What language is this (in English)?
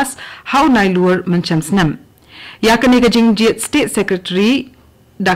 Khasi